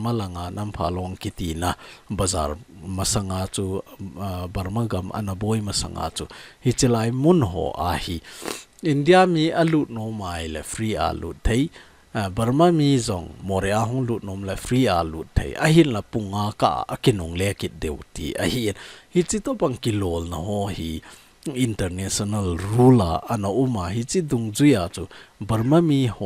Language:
Thado Chin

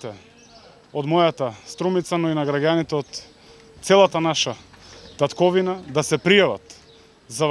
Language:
Macedonian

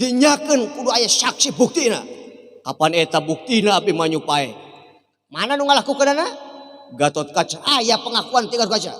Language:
Sundanese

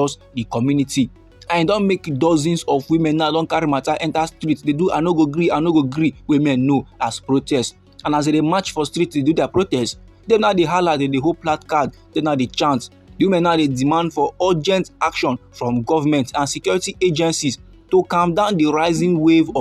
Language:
Nigerian Pidgin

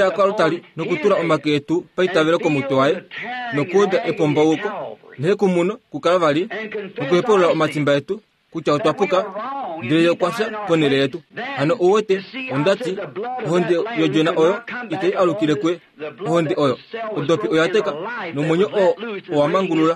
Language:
Kuanyama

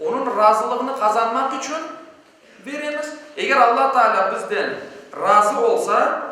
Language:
Crimean Tatar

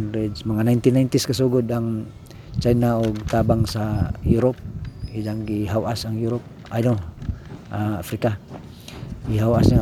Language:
Cebuano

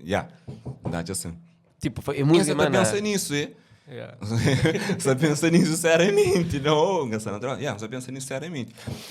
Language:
Kabuverdianu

